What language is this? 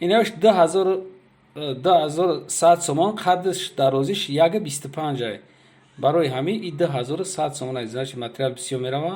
Tajik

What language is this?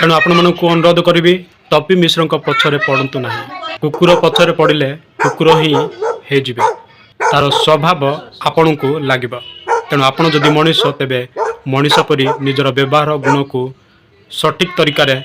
Odia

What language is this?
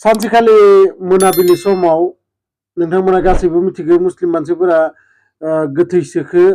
Bodo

